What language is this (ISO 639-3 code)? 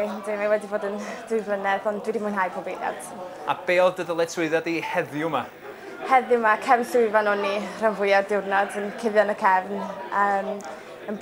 cym